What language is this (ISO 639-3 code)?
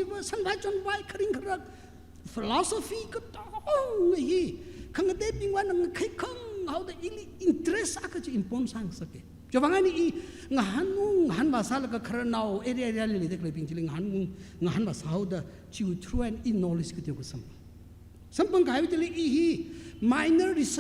nmf